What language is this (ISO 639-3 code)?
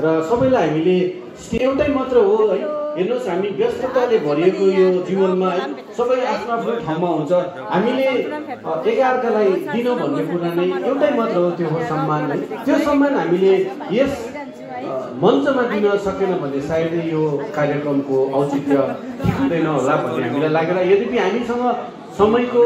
nep